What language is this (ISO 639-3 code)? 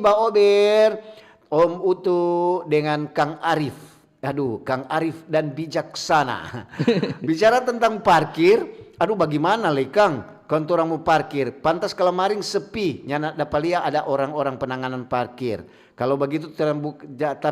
xmm